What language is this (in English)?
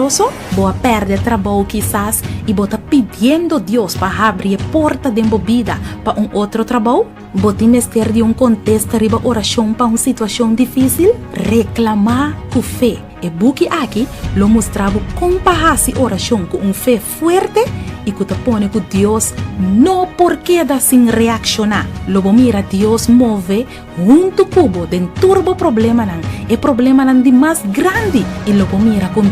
Papiamento